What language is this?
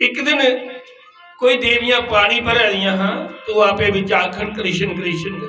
Dogri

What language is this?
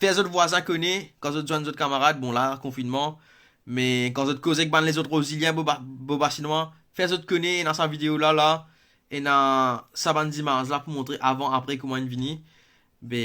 Morisyen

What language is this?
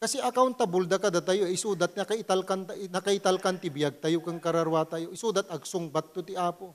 Iloko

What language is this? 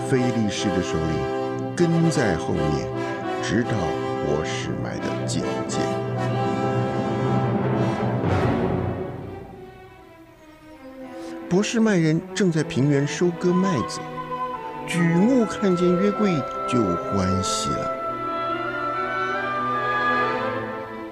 Chinese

